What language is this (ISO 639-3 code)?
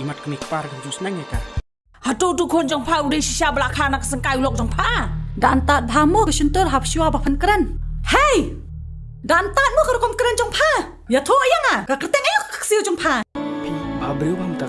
kha